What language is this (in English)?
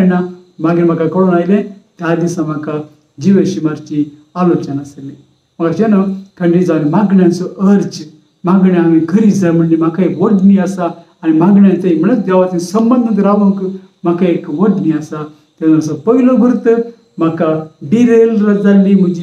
Konkani